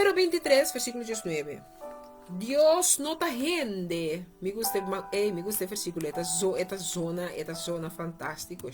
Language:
Papiamento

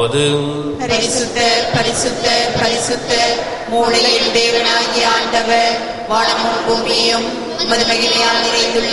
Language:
Tamil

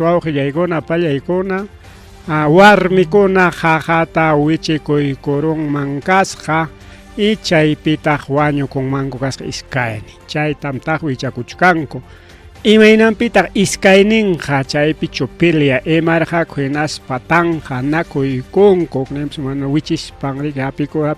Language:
Ayacucho Quechua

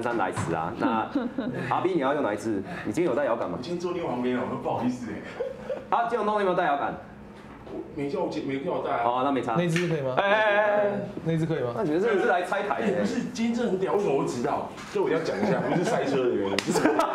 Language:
Chinese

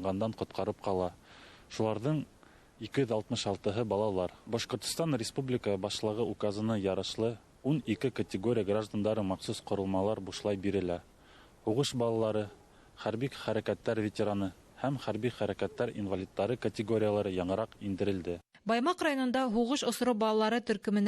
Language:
Bashkir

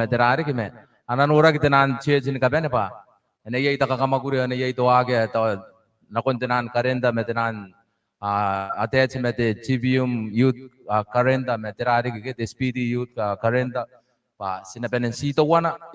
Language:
Gilbertese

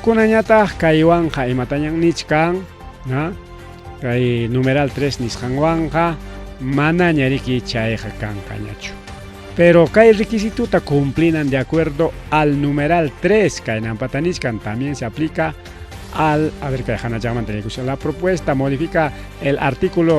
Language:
Ayacucho Quechua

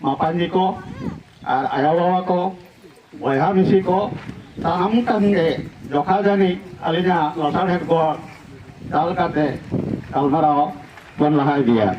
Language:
Santali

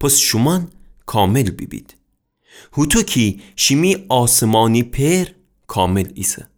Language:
Gilaki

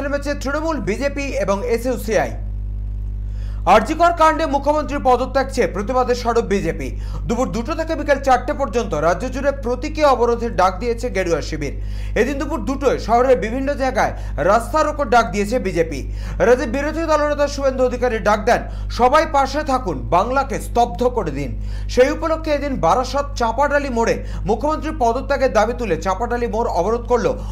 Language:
Bangla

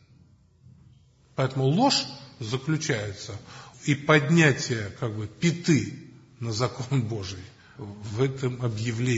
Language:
Russian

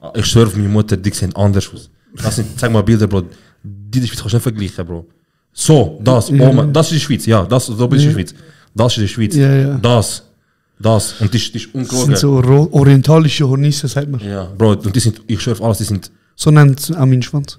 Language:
Swiss German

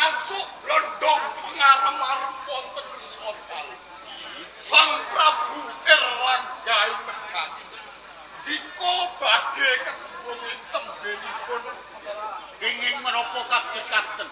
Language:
Javanese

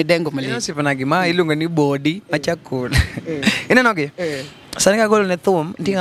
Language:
Luo (Kenya and Tanzania)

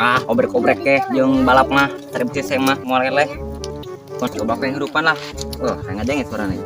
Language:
Sundanese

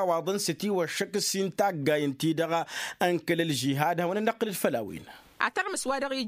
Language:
Tamasheq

